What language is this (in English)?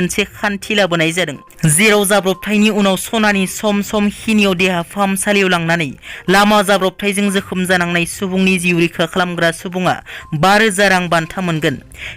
Bodo